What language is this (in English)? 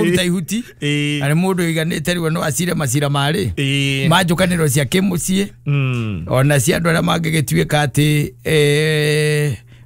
Kikuyu